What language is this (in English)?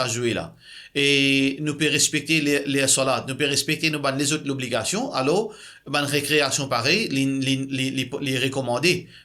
Morisyen